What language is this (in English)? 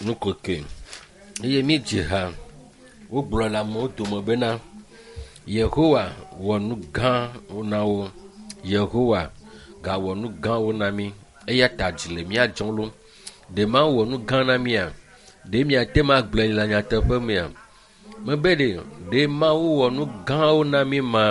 Ewe